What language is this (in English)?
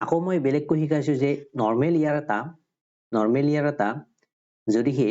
Assamese